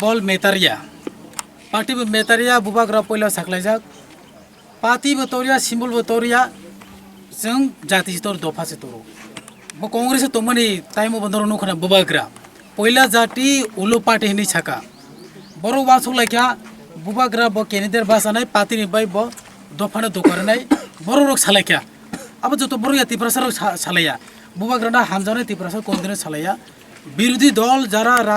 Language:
Kok Borok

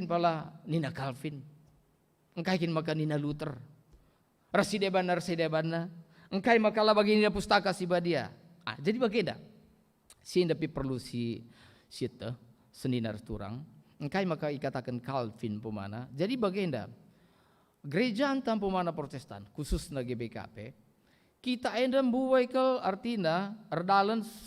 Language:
Batak Karo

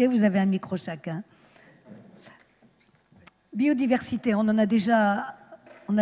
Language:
French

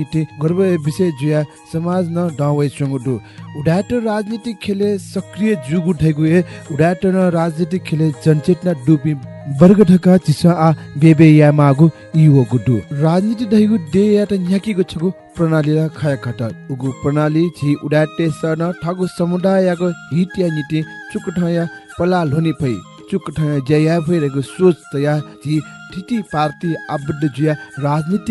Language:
Newari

